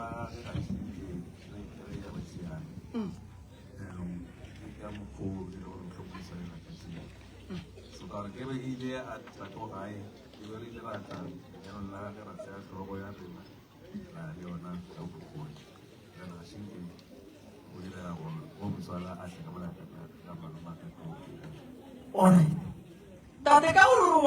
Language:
Northern Sotho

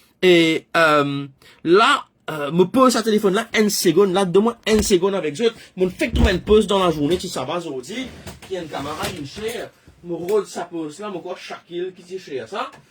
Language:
Morisyen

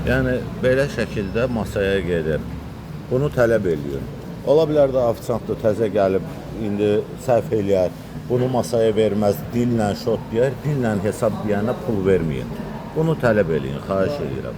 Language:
Azerbaijani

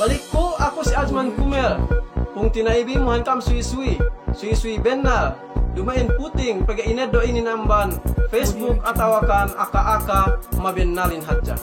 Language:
Yakan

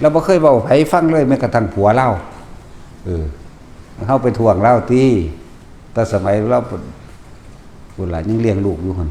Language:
Northeastern Thai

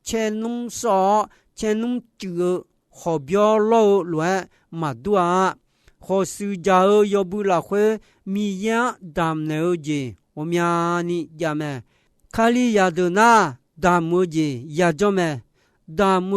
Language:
Akha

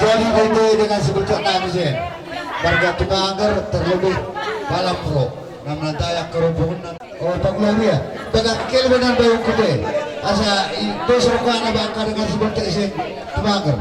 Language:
Batak Toba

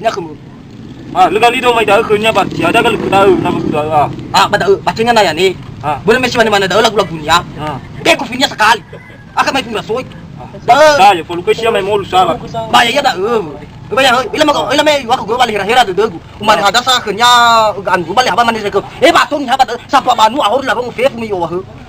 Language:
Nias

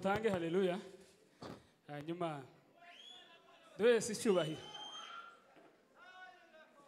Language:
Kinyarwanda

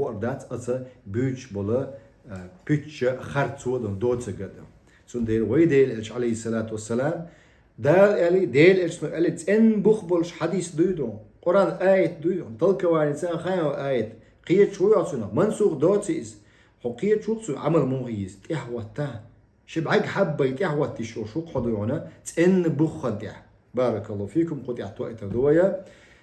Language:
Chechen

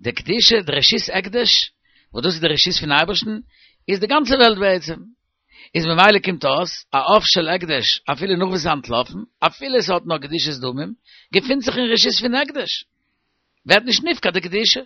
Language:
Yiddish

